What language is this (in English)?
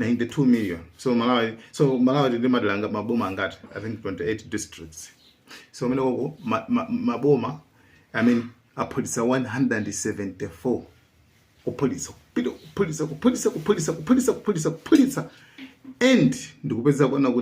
Nyanja